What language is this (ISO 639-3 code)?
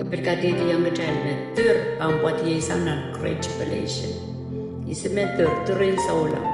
pon